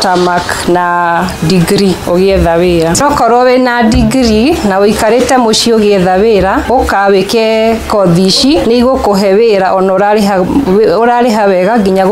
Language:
Kikuyu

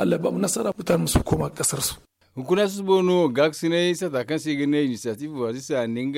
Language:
Zarma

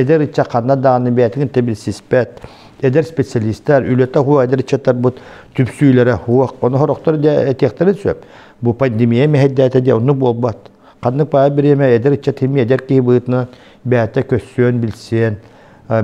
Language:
Yakut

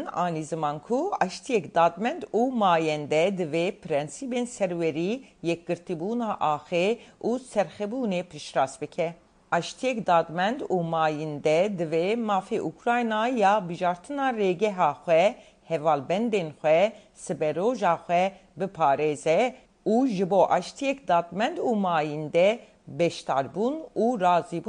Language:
Kurdish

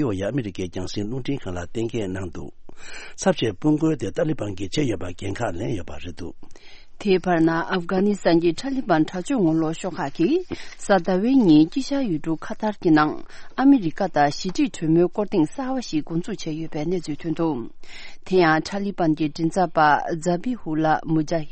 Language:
Tibetan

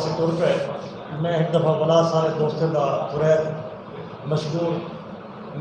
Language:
Saraiki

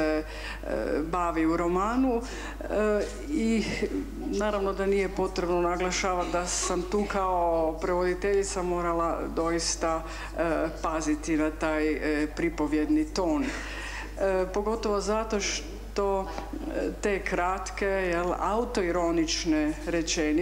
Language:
Croatian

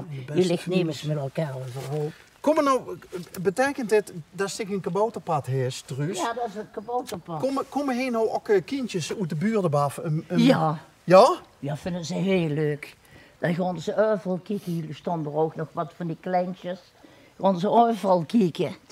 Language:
Limburgish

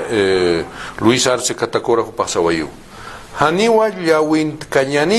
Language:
Aymara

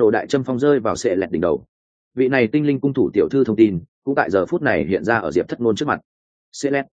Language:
Vietnamese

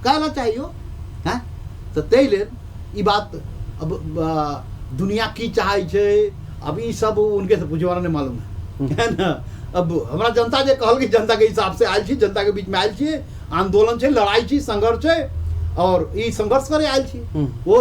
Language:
Maithili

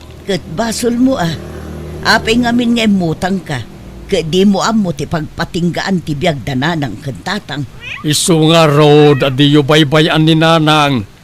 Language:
Iloko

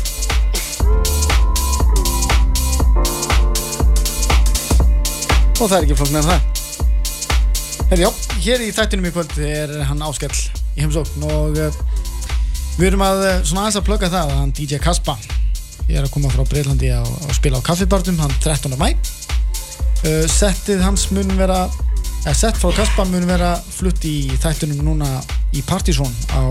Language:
Icelandic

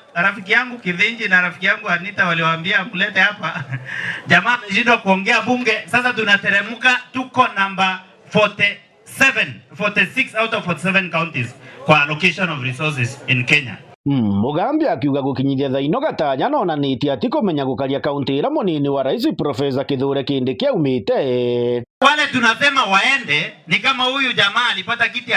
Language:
Meru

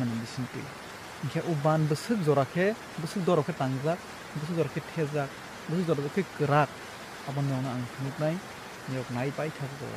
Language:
Kok Borok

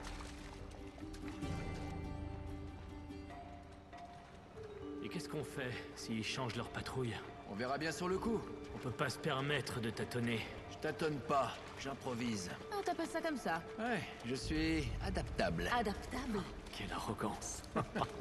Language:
French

